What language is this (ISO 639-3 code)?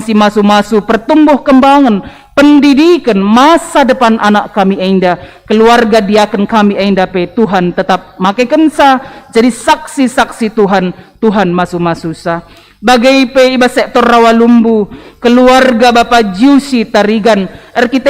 btx